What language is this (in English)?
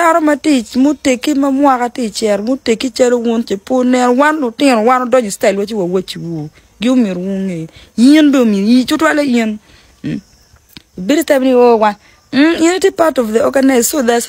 Acoli